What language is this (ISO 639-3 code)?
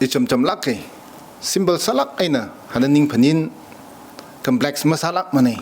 nmf